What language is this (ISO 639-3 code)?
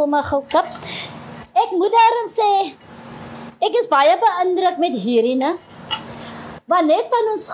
afr